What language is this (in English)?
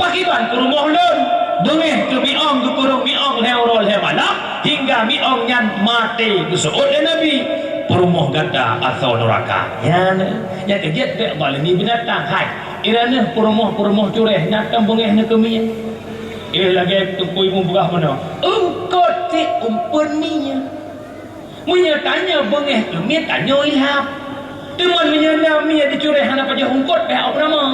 Achinese